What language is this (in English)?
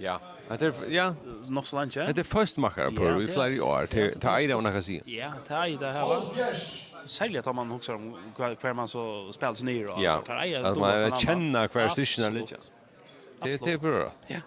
Faroese